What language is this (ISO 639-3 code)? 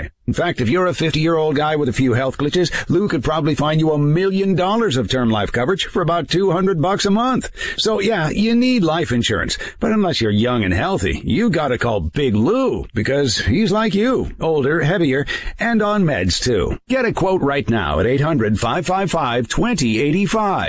eng